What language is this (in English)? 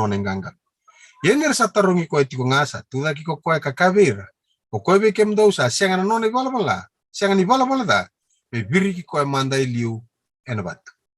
Fijian